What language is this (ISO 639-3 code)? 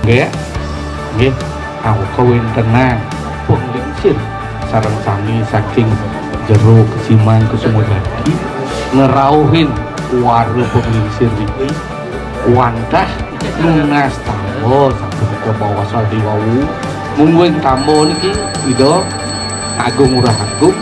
ban